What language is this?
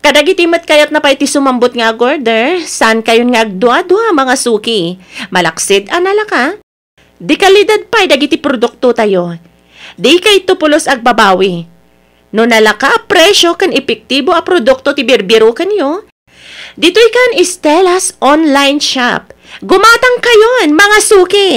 Iloko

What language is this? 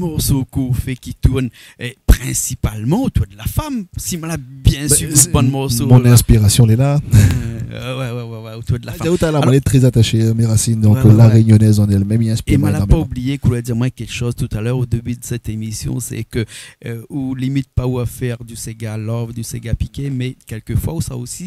Réunion Creole French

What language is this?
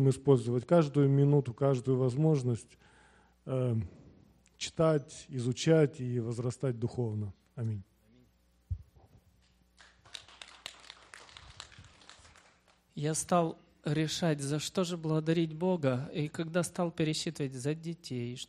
Russian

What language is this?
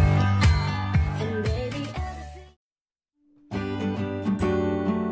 Japanese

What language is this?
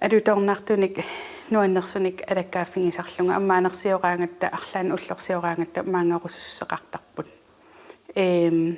Kalaallisut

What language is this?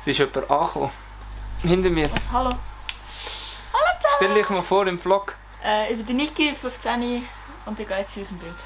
Swiss German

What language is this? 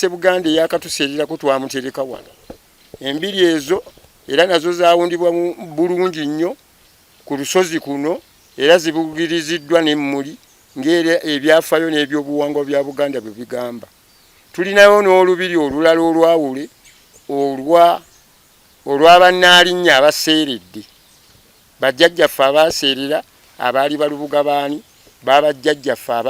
Ganda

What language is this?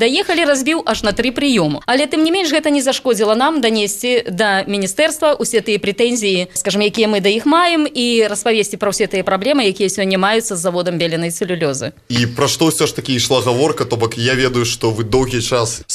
Belarusian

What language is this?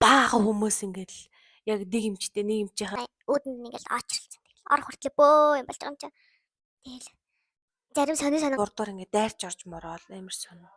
Mongolian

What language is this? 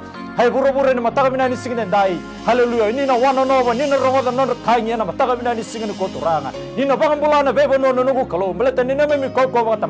Fijian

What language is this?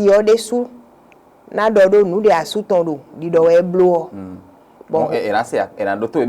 Fon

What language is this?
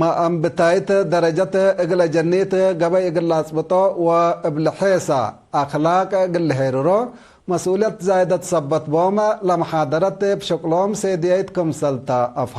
Tigre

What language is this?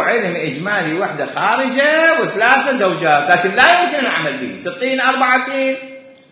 Mesopotamian Arabic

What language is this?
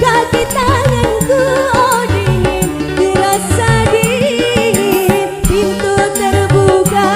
Banjar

